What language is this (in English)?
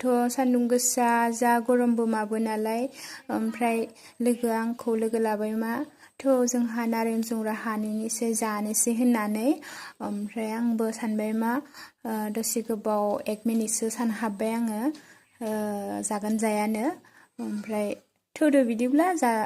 Bodo